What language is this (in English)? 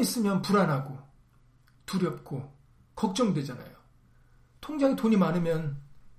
Korean